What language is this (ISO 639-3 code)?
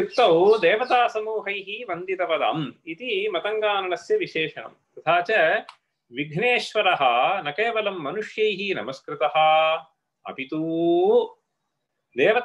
san